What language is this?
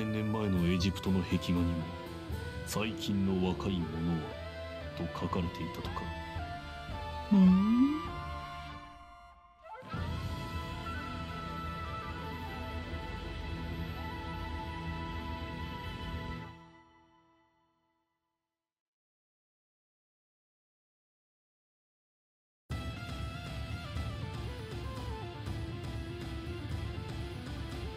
Japanese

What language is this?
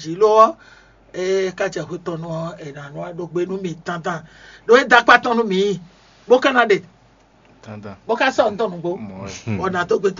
Fon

